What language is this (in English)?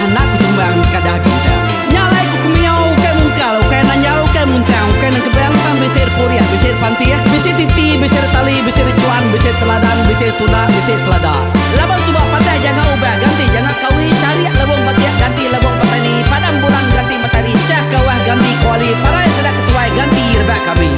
Iban